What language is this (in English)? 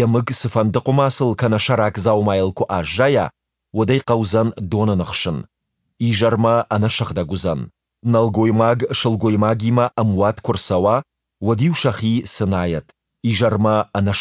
Ossetic